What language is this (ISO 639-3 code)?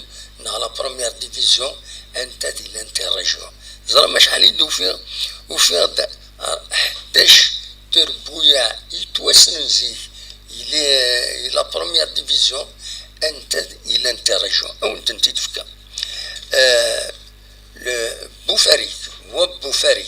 kab